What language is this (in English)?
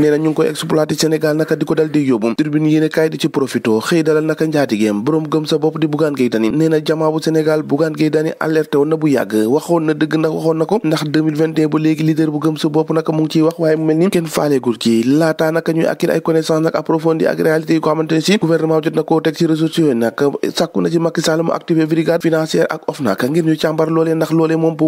Wolof